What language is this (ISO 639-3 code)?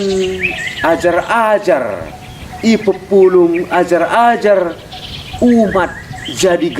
btx